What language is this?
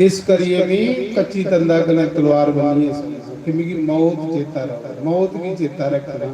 Dogri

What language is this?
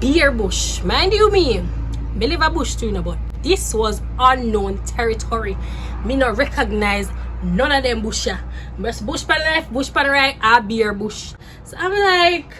Jamaican Creole English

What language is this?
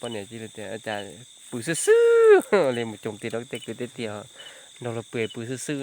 Hmong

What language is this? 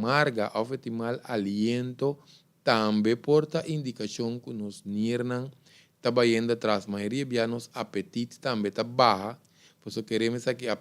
Papiamento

